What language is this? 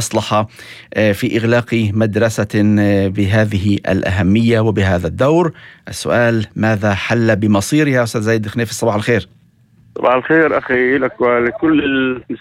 North Levantine Arabic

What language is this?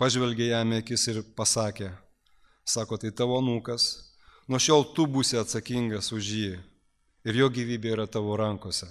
Lithuanian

